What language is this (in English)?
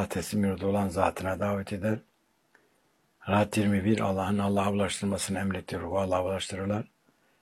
Turkish